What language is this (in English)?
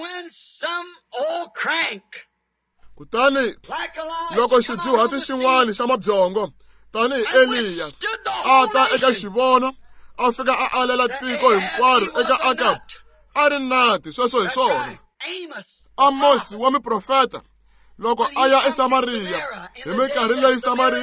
Tsonga